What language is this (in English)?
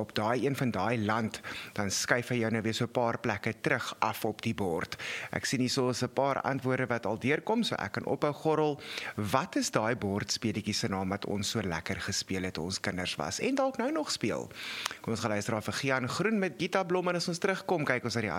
Afrikaans